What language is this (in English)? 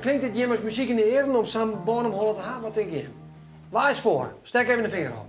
Western Frisian